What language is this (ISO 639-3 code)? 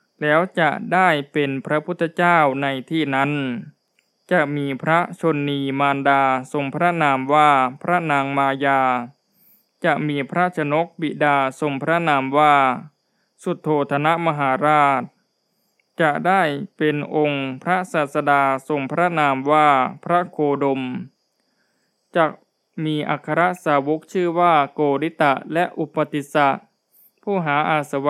tha